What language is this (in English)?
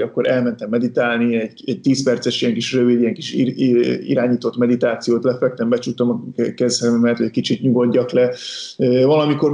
Hungarian